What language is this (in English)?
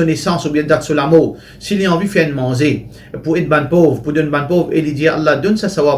Morisyen